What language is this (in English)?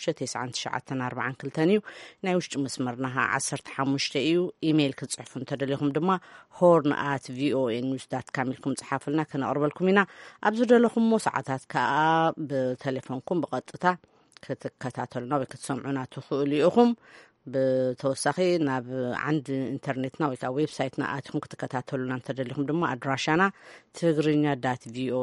Tigrinya